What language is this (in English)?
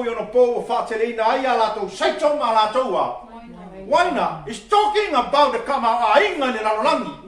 Samoan